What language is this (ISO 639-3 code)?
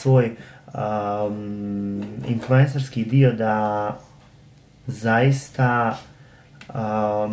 hrv